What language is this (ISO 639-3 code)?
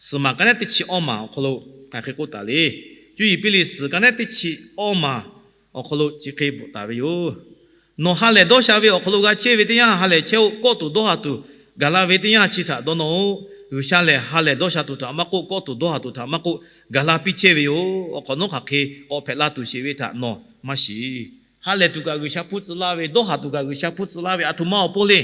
lhu